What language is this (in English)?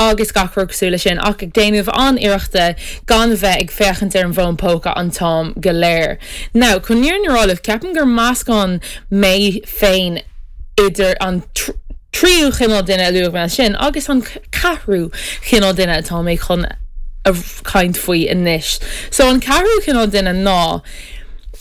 Irish